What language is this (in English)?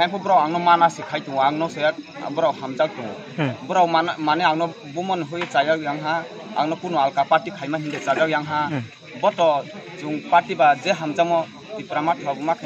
Kok Borok